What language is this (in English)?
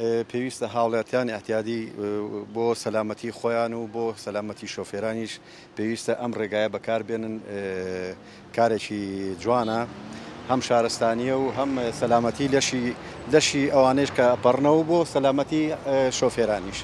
Central Kurdish